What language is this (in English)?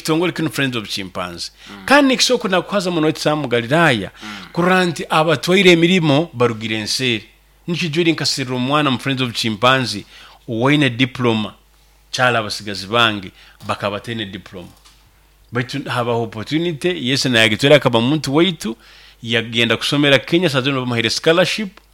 Nyoro